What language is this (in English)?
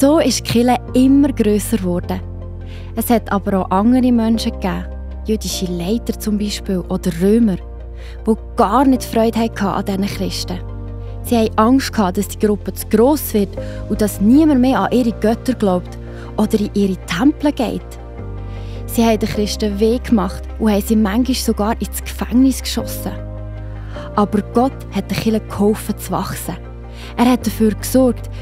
Swiss German